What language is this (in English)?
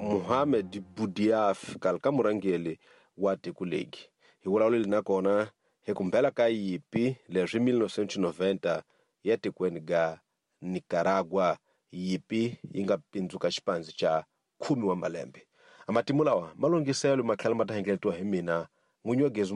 Tsonga